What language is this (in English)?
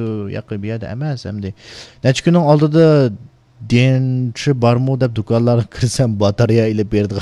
Uyghur